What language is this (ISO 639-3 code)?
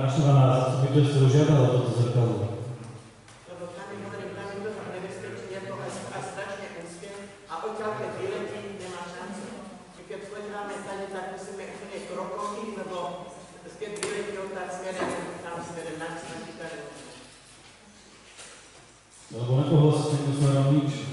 slk